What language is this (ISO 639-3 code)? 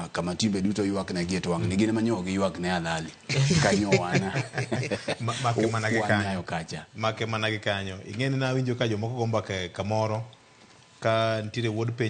luo